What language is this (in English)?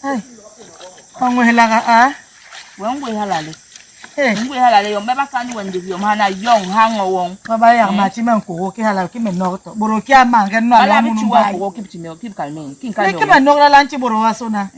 Basaa